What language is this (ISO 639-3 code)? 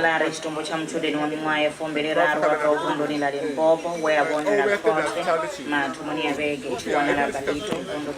ven